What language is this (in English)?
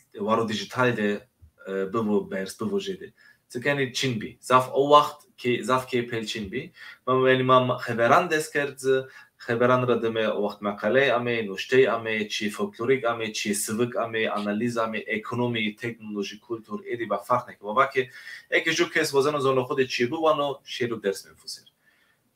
Zaza